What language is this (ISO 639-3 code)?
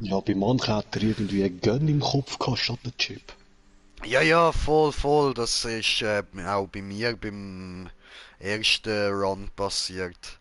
gsw